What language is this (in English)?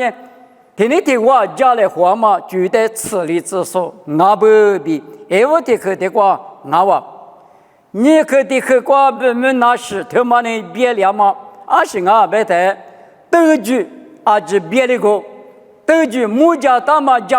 Lisu